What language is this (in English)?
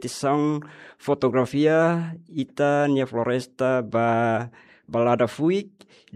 Tetum